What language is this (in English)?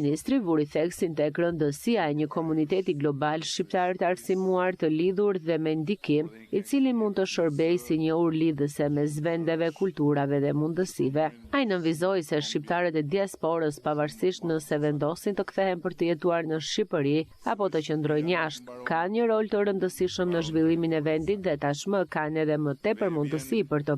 Albanian